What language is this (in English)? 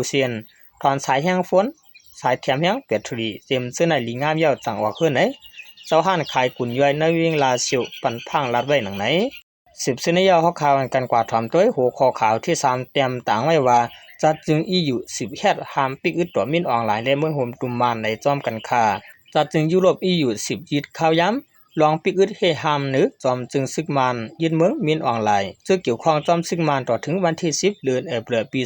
Shan